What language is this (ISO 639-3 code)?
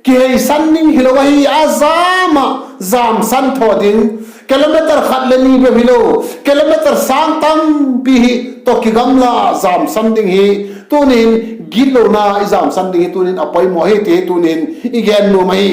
vap